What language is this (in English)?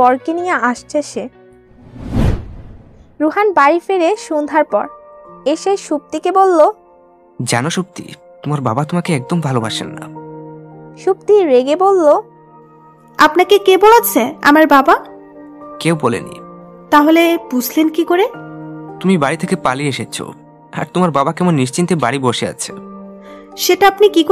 Bangla